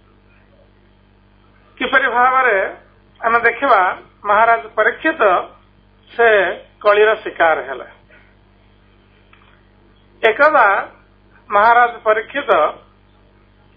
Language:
Odia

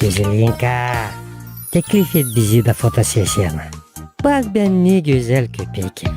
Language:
Gagauz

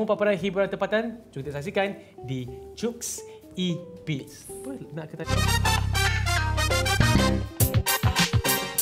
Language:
Malay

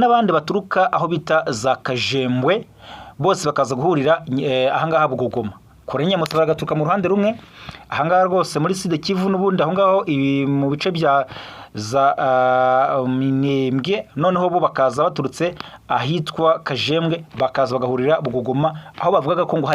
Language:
Kinyarwanda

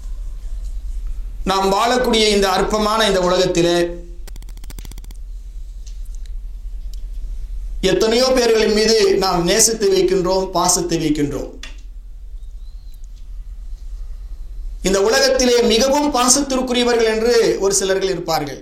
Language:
Tamil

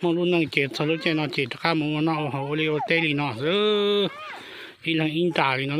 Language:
Hmong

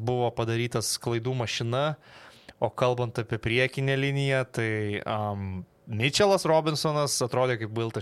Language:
Lithuanian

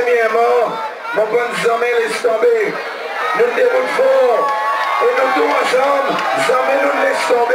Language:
Seselwa Creole French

